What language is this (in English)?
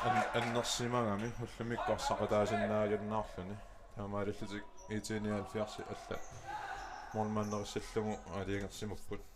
Kalaallisut